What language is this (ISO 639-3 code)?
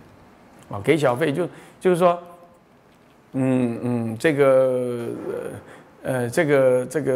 zho